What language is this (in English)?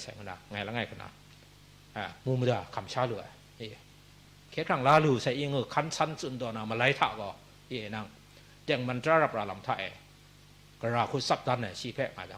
Kachin